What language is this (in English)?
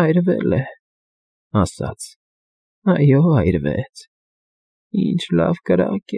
Armenian